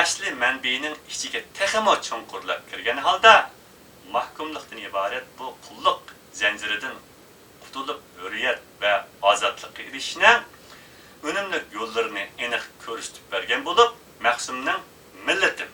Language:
Uyghur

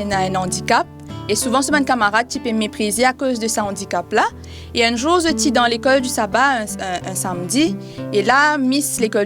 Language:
Morisyen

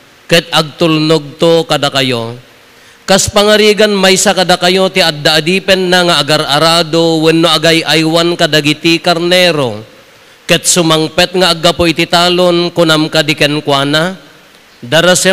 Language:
Iloko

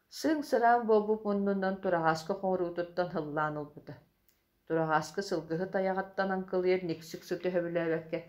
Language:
Yakut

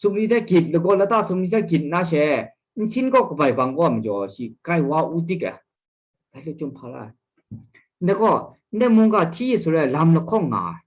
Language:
Kachin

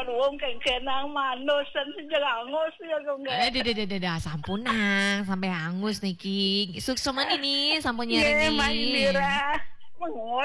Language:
Balinese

